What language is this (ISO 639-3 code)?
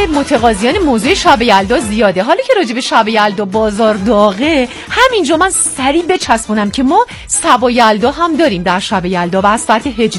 fas